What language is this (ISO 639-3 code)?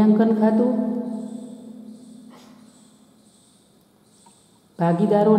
guj